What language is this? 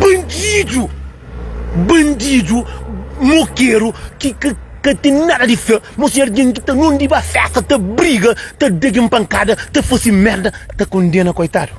Kabuverdianu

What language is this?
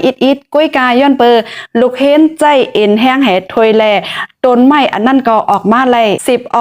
Shan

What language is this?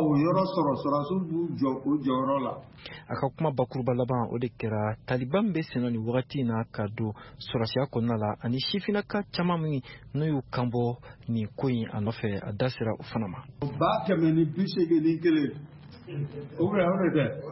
Bambara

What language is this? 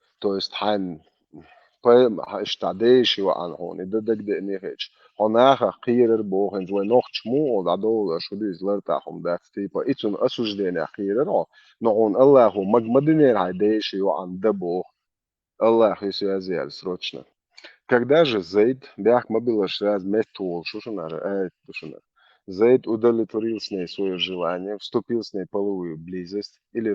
Chechen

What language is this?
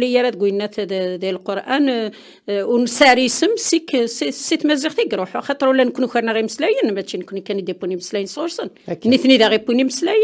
Kabyle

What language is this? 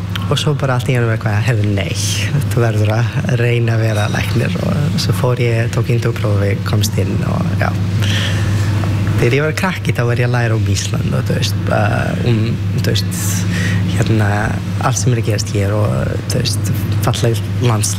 Icelandic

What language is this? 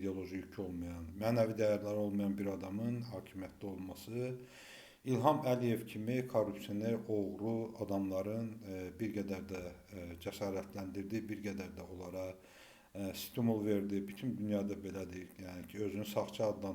Azerbaijani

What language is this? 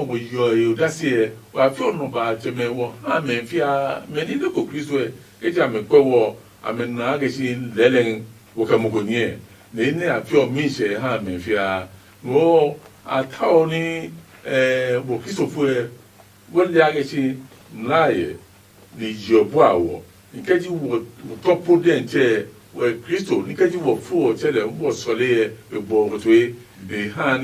Adangme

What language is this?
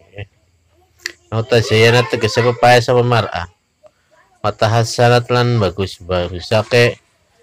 Javanese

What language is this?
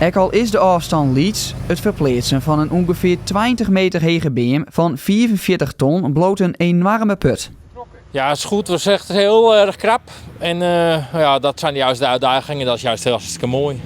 Western Frisian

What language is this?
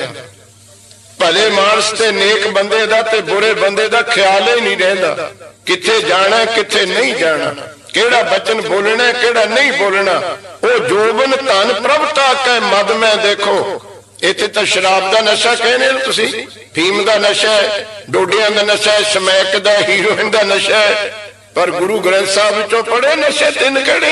Punjabi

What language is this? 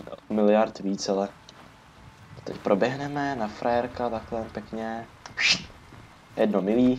Czech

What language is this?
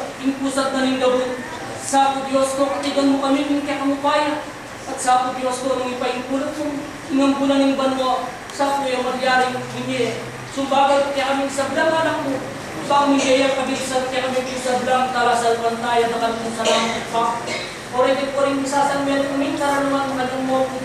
Pampanga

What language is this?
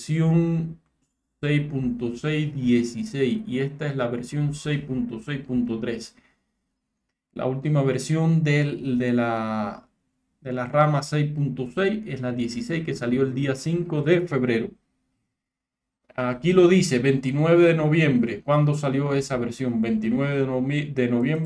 Spanish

